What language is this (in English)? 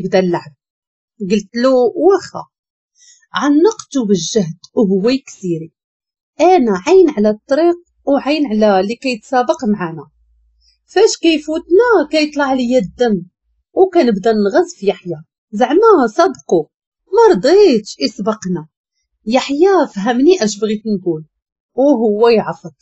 Moroccan Arabic